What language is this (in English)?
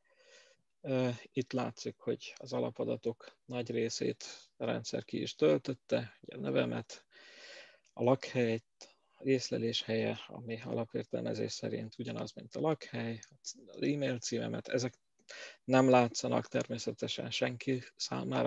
Hungarian